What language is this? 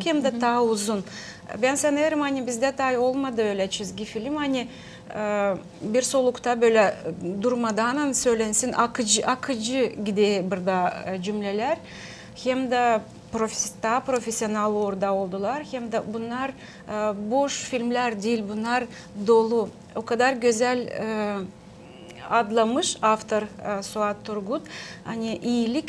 Gagauz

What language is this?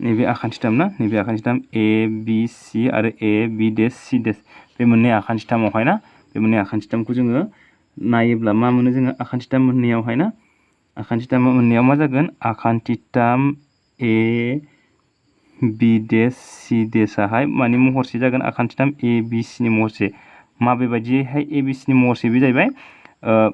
Bodo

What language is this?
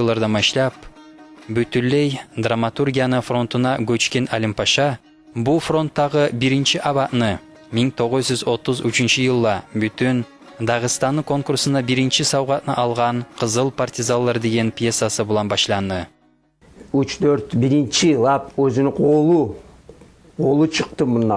Kumyk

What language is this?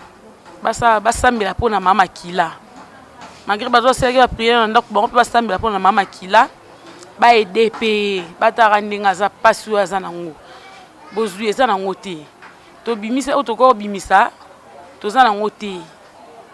Lingala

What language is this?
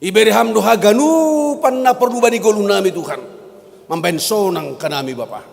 Batak Simalungun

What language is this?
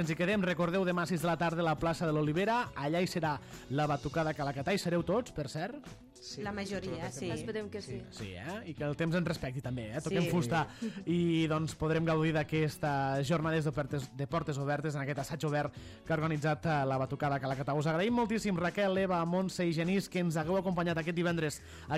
Catalan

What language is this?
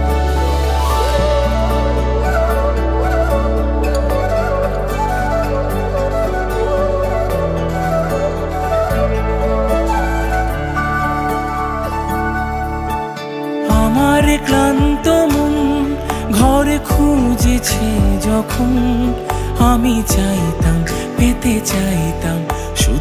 Bangla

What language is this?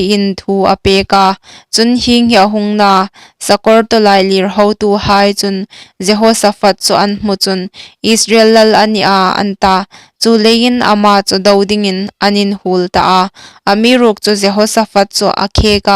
Hmar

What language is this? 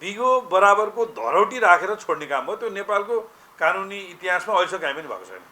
Nepali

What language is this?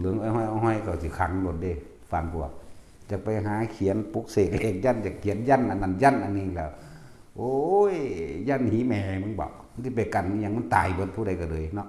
Northeastern Thai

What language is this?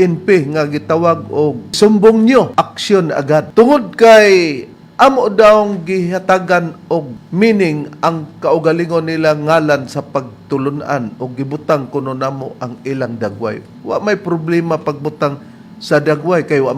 Cebuano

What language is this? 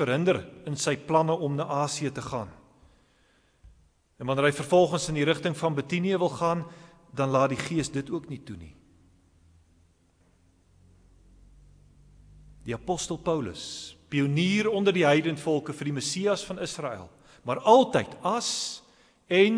Afrikaans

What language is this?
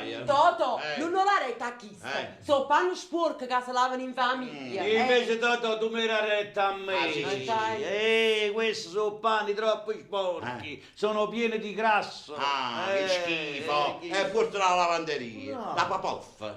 Neapolitan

